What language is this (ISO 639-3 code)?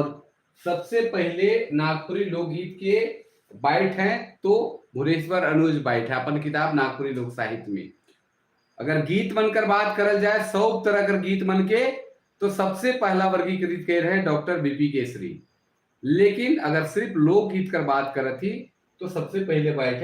sck